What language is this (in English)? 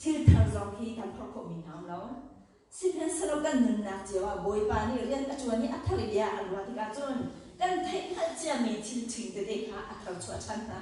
Hakha Chin